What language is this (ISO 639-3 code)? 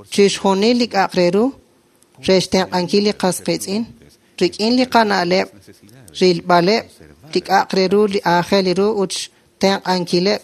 kek